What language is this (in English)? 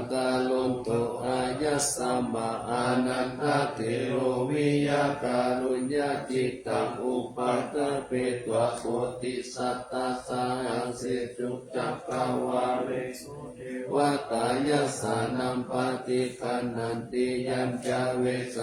Pali